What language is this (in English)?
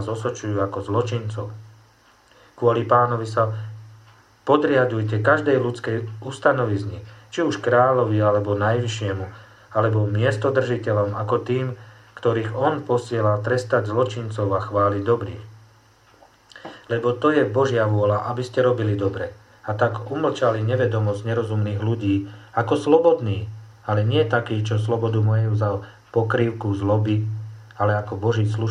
Slovak